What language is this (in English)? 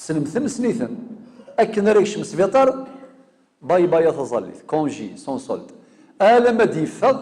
Kabyle